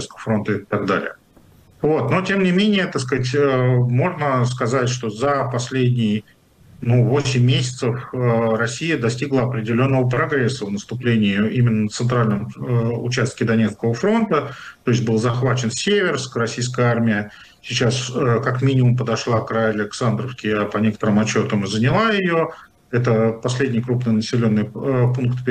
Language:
Russian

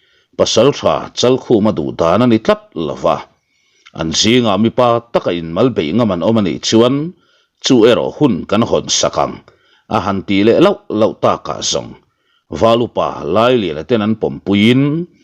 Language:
Mizo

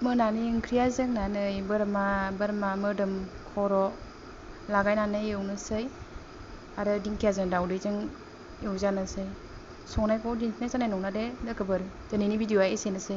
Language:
Bodo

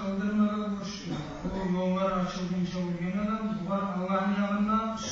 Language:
Kumyk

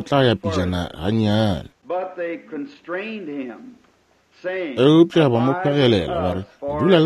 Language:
Northern Sotho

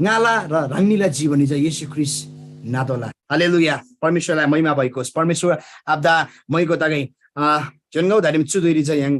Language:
Eastern Tamang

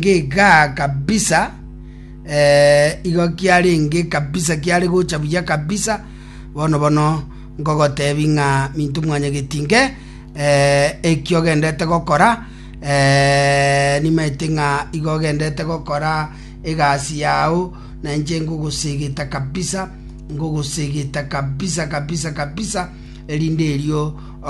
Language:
Gusii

